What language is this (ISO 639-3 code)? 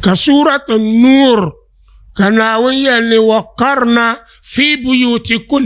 dag